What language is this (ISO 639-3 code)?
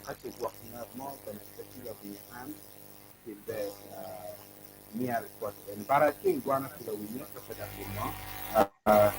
ach